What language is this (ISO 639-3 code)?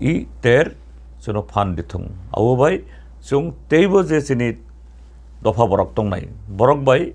trp